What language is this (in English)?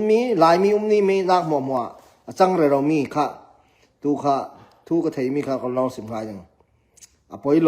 Falam Chin